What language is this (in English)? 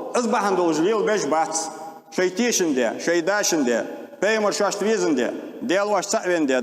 Ingush